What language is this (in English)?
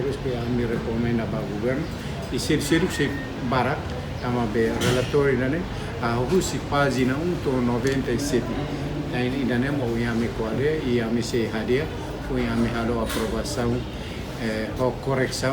Tetum